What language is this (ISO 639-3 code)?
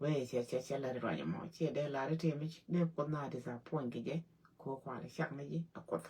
nus